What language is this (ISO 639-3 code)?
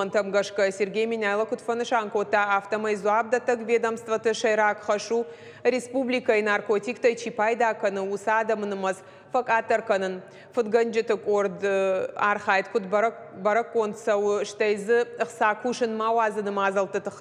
oss